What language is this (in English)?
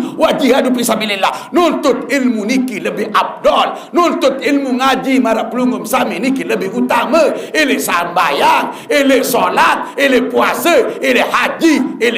Sasak